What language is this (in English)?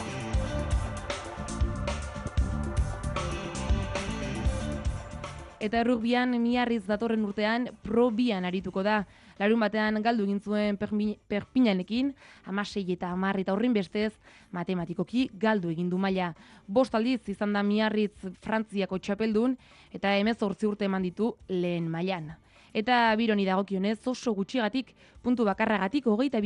Basque